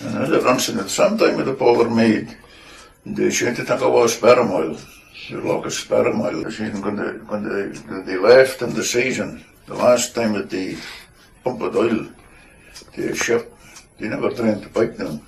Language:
Scots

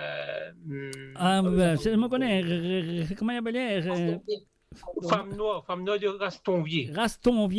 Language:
Morisyen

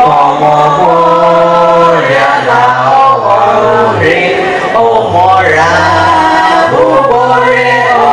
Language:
Gusii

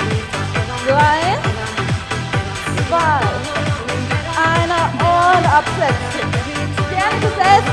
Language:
German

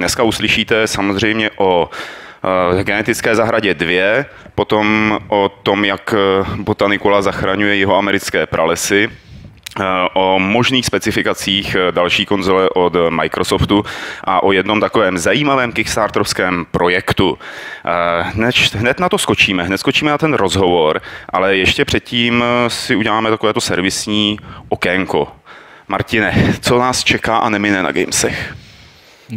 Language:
Czech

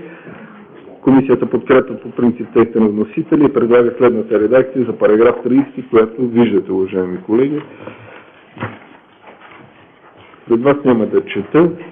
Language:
Bulgarian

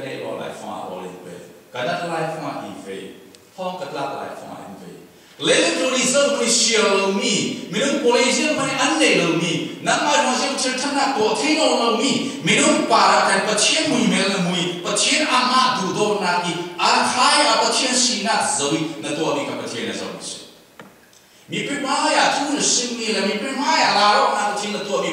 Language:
Falam Chin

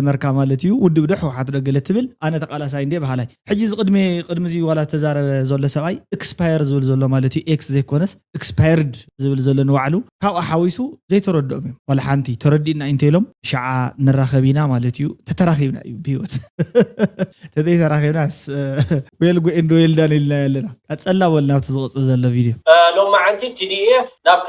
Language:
Tigrinya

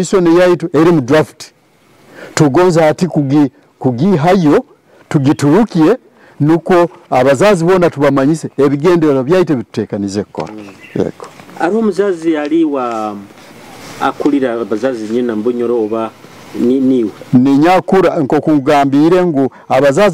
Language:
Nyoro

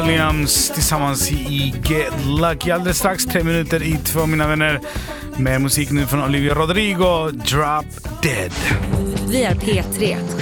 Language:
Swedish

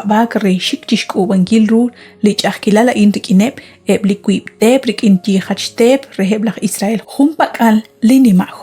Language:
Kekchí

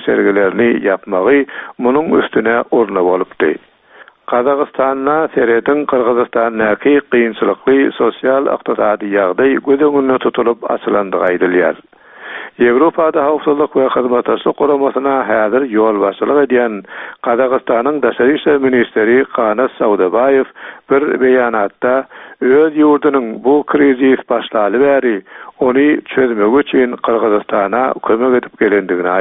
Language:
Turkmen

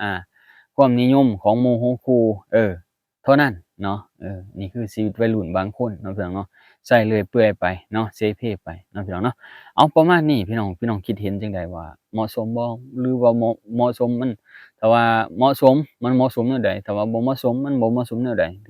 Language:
Lao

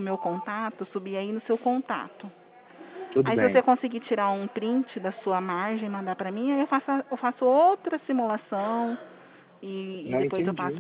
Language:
Portuguese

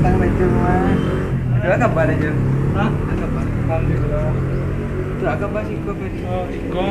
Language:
Minangkabau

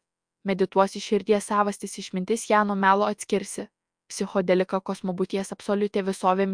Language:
Lithuanian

